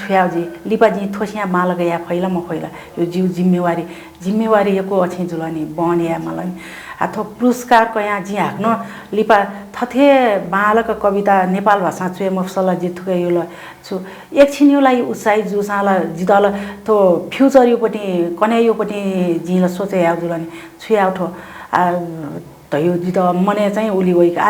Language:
Newari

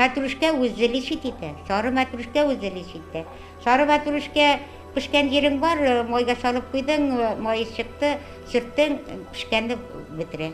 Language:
Bashkir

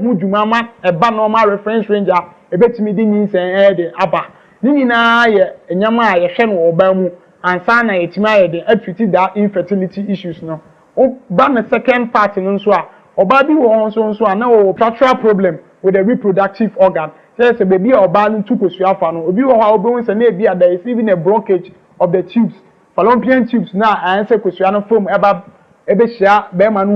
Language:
Akan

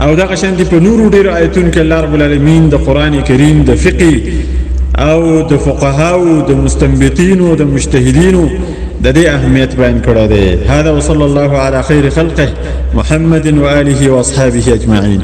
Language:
Pashto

